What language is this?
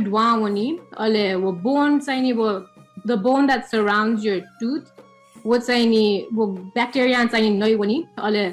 Newari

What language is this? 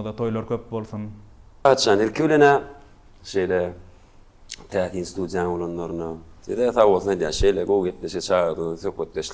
Turkmen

